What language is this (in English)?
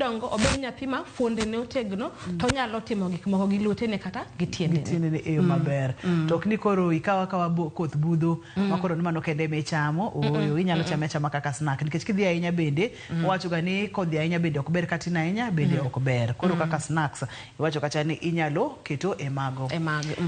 Luo (Kenya and Tanzania)